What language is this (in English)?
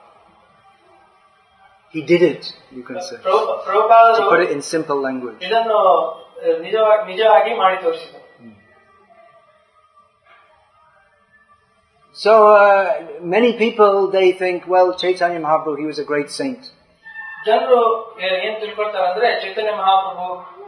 Kannada